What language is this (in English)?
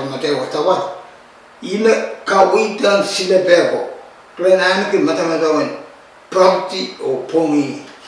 Pohnpeian